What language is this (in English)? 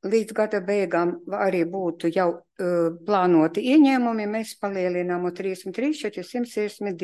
Latvian